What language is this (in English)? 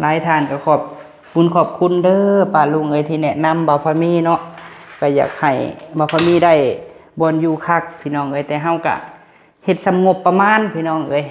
Lao